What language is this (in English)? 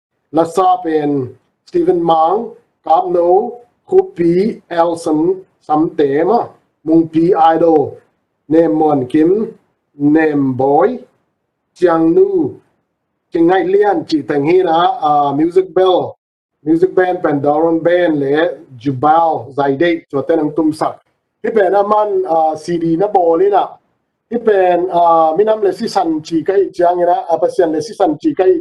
Tedim Chin